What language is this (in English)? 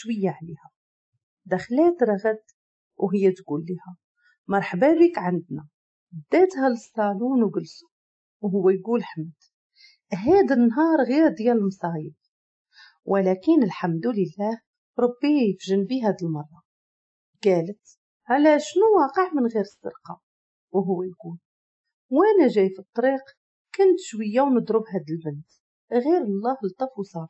Moroccan Arabic